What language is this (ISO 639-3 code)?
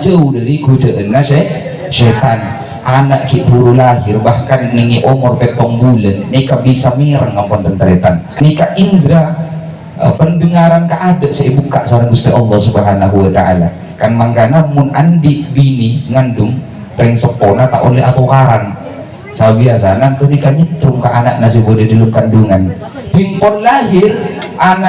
mad